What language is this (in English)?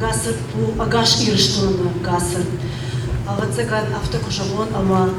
Ossetic